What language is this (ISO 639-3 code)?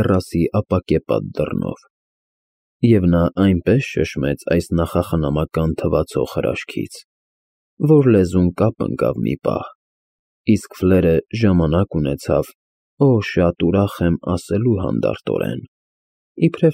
hye